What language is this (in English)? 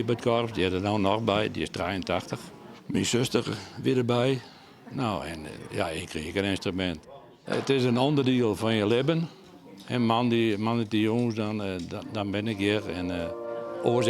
Western Frisian